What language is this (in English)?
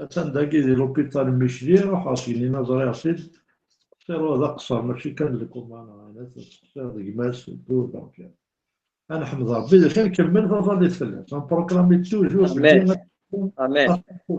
Kabyle